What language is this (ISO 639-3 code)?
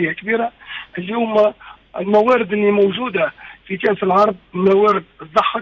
aeb